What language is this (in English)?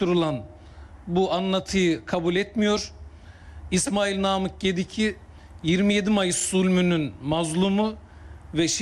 Turkish